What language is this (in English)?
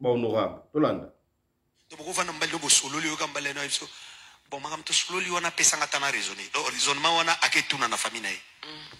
Lingala